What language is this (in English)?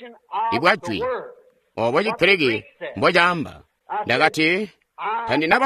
Tonga (Zambia)